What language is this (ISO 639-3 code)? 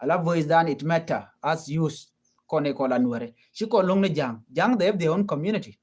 nus